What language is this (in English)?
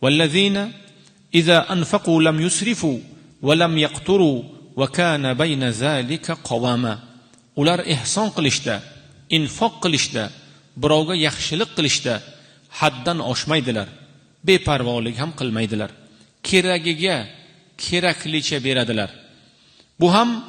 Uzbek